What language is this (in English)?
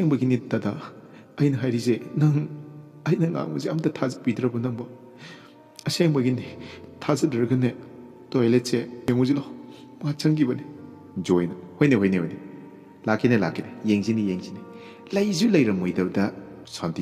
Manipuri